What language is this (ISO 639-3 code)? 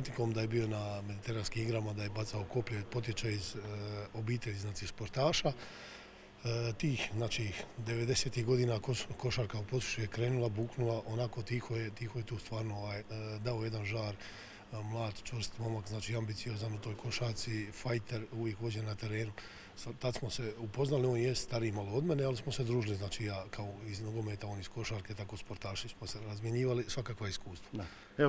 hrv